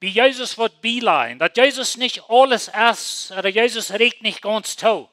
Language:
Plautdietsch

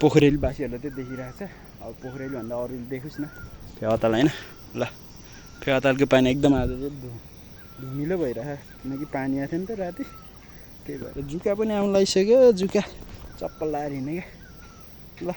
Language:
Nepali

